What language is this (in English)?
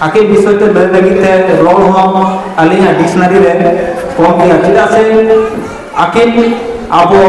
Santali